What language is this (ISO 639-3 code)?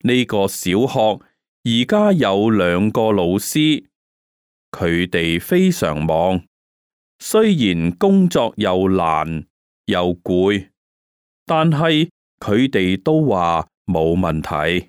yue